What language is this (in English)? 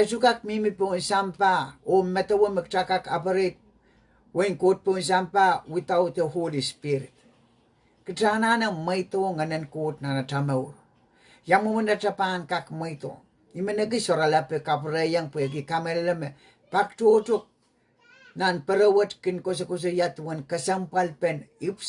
Pohnpeian